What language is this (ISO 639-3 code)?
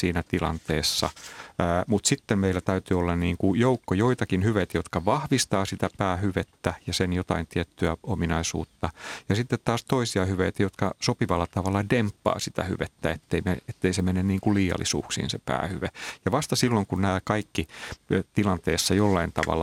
fin